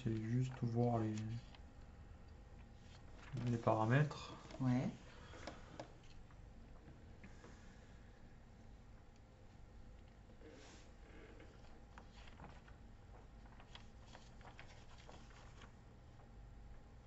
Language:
French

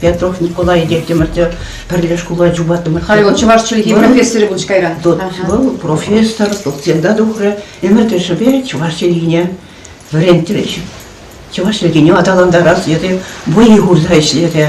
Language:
Chuvash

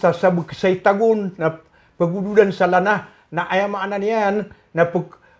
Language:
Maranao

